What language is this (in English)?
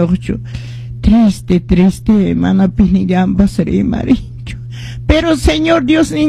Quechua